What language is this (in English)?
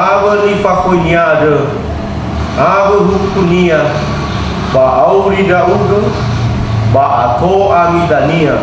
Nias